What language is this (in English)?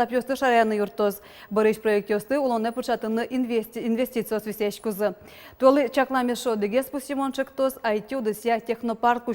Udmurt